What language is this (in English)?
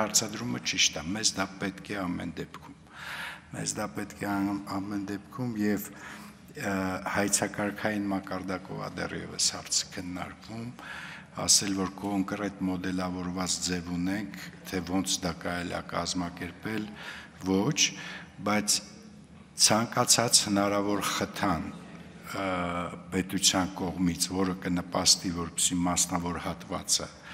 Armenian